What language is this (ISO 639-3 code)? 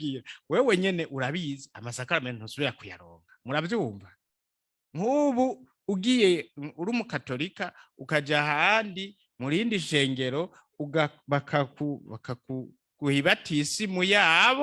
run